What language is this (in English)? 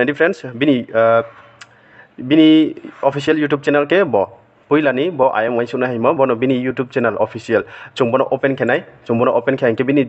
Riang (India)